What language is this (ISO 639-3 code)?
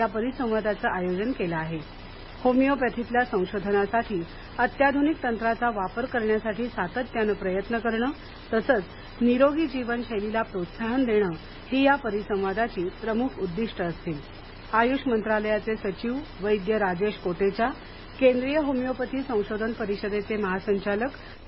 mar